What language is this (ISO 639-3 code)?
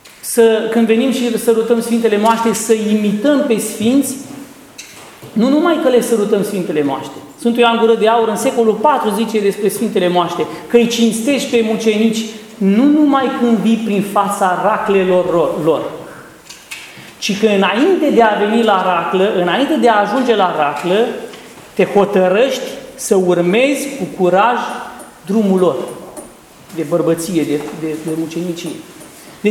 ron